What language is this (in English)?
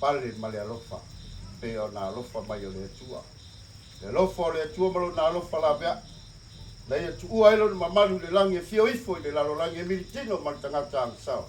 Samoan